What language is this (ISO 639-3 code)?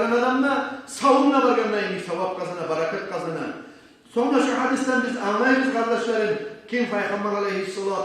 kum